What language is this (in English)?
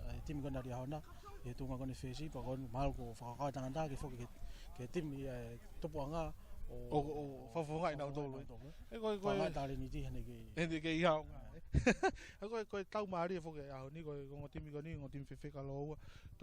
Tongan